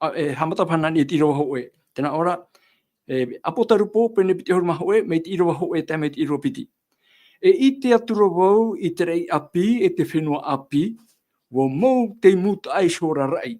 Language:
Tahitian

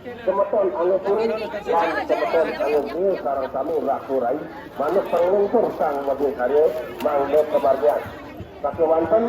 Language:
Balinese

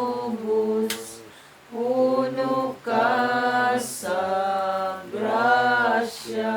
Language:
Cebuano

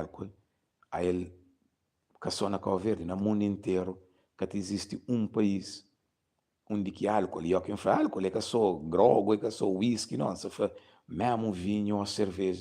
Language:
Kabuverdianu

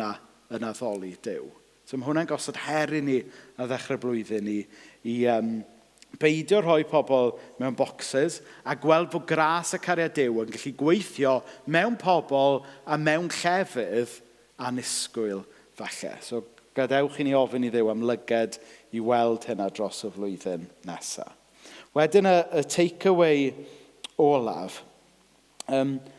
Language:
Welsh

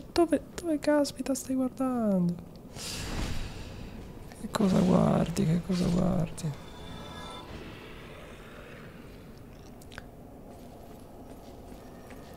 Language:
Italian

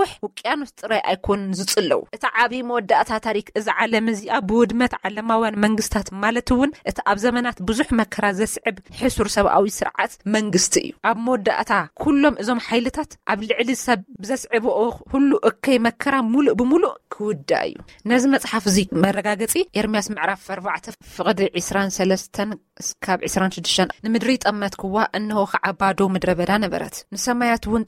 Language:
Tigrinya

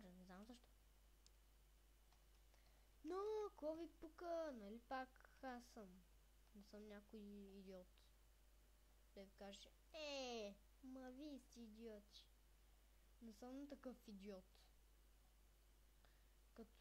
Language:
Bulgarian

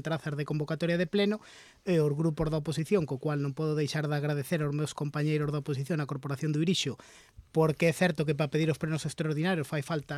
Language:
Galician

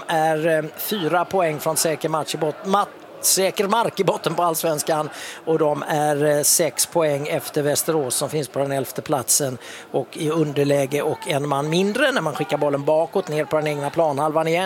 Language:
Swedish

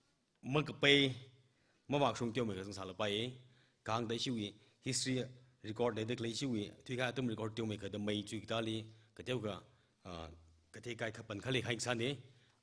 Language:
Tangkhul Naga (India)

